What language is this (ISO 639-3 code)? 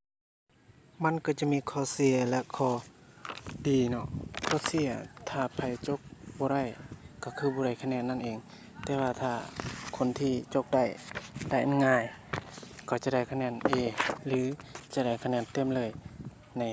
lao